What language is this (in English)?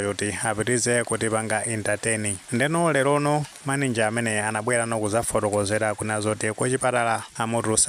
Nyanja